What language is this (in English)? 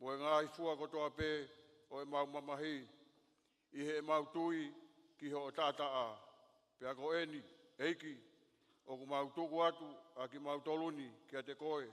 Tongan